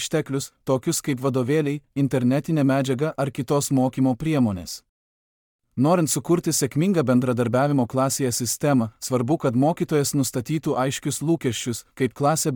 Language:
Lithuanian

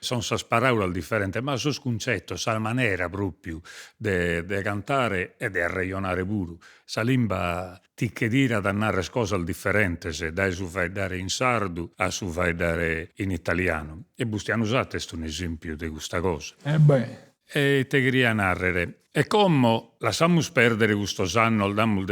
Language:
Sardinian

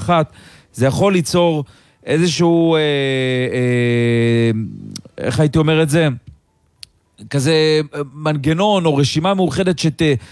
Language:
Hebrew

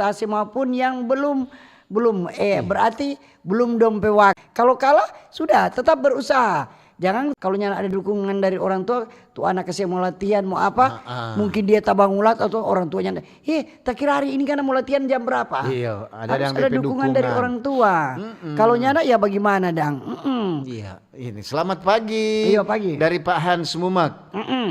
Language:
Manado Malay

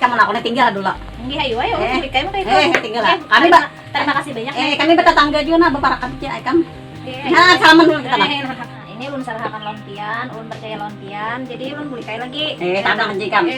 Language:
Banjar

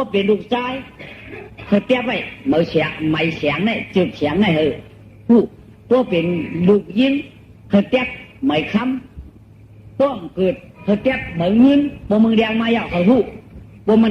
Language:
Shan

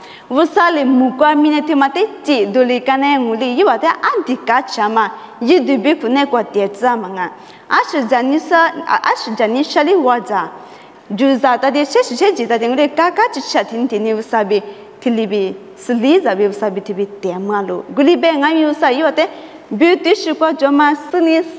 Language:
Lisu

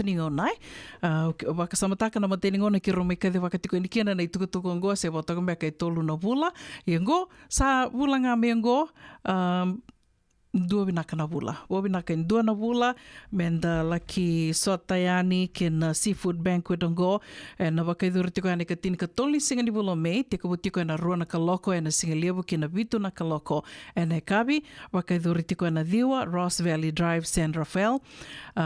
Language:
Fijian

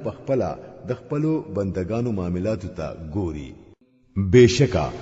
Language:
Pashto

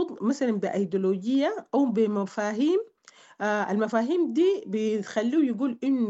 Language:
Sudanese Arabic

